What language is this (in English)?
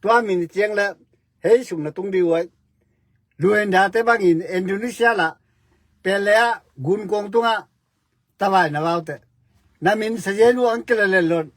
Tedim Chin